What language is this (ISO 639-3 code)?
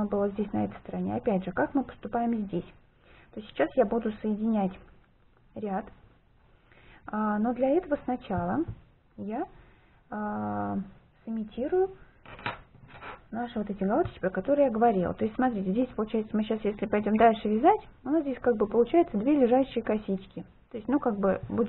rus